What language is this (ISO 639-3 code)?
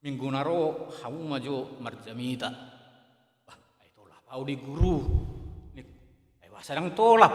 bbc